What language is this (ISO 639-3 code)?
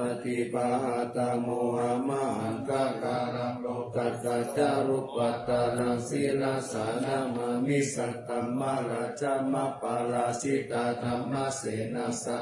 pli